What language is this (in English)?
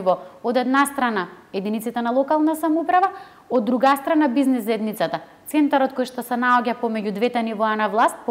Macedonian